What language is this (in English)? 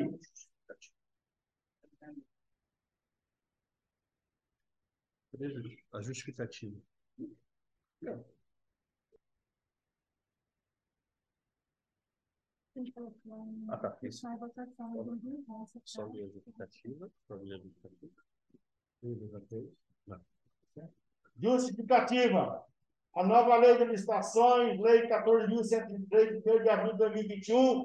Portuguese